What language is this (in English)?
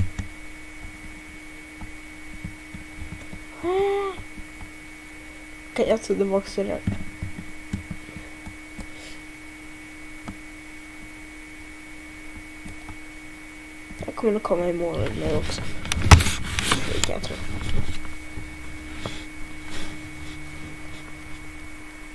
Swedish